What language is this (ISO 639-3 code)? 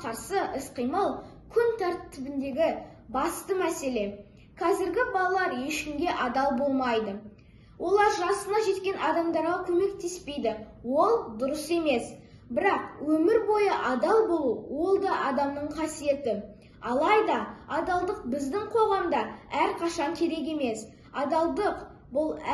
kaz